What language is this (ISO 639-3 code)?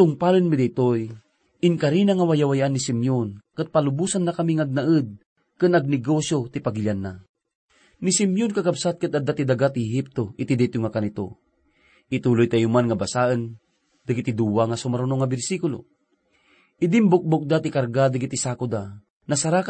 ilo